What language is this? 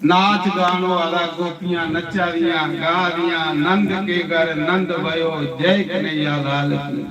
Dogri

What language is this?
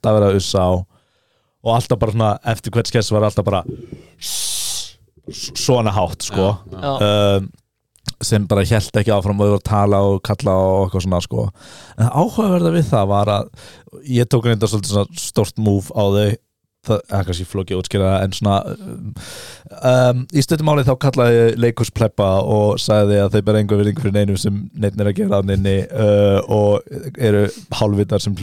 Icelandic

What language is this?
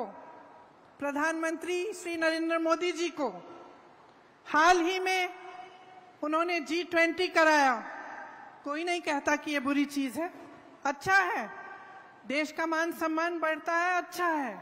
Hindi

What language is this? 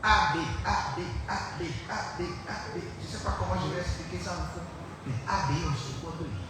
Fon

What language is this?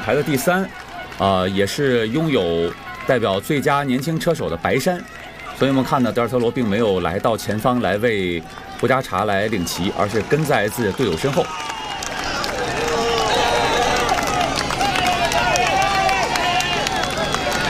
Chinese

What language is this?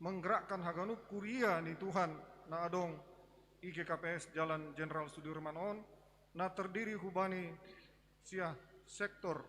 Batak Simalungun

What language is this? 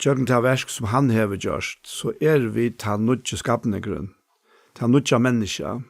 Faroese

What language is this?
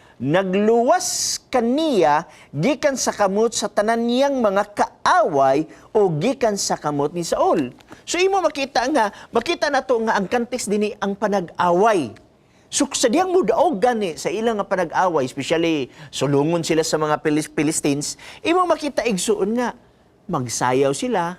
Cebuano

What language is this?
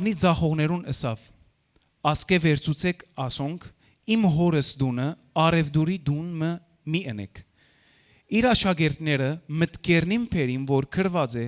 Western Armenian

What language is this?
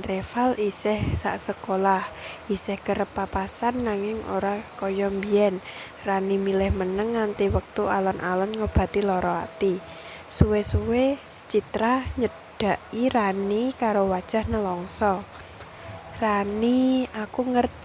Javanese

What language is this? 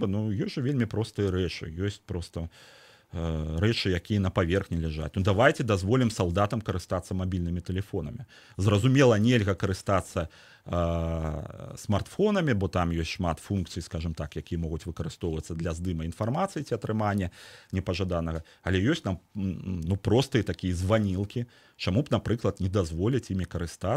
Belarusian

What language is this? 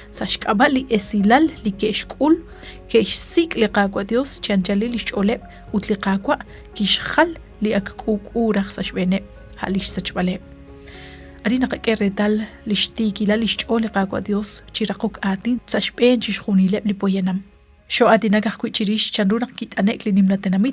Kekchí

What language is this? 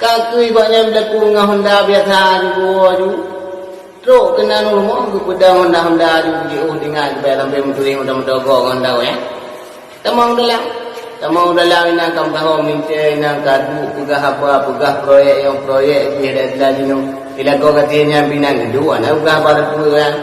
Achinese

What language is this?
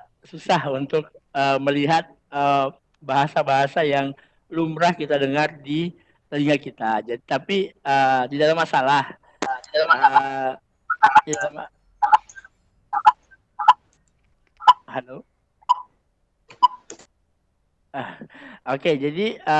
Indonesian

